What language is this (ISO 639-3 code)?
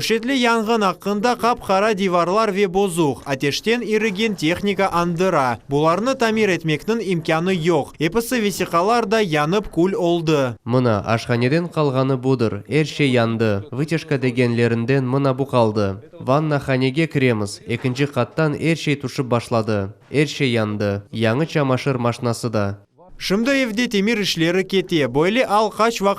crh